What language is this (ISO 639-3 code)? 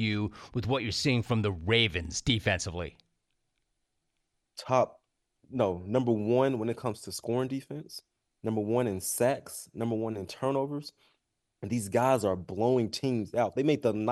eng